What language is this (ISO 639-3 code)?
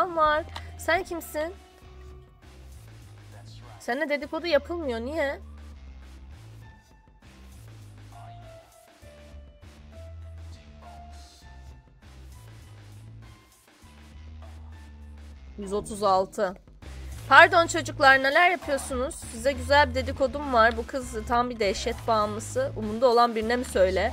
tur